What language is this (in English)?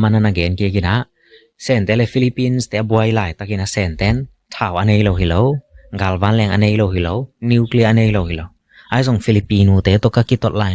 Tedim Chin